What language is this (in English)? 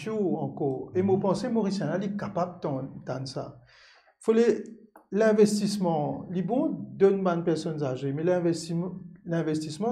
Morisyen